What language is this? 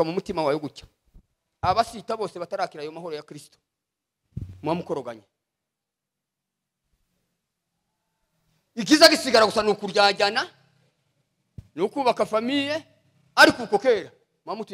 Kinyarwanda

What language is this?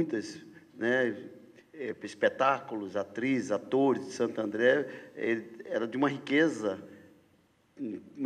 Portuguese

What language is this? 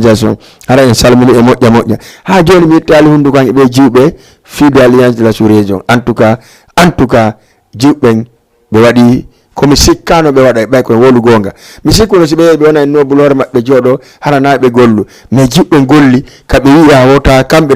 Fula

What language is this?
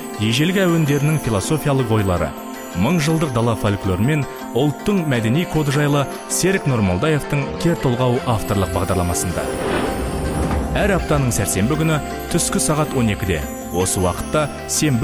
Kazakh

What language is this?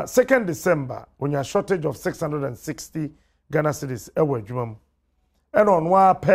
Akan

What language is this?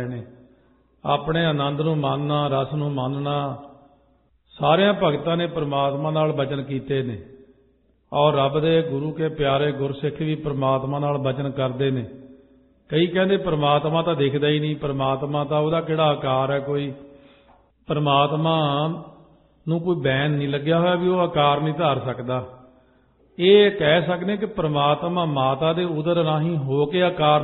Punjabi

